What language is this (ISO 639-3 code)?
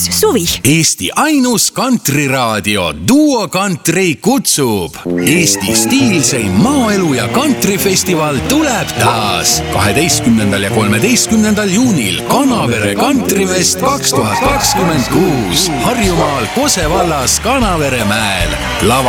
est